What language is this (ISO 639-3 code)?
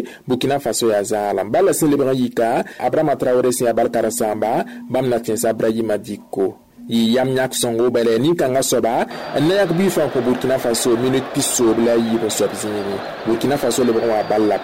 mos